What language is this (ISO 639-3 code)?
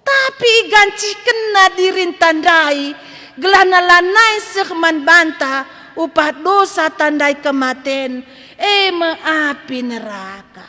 btx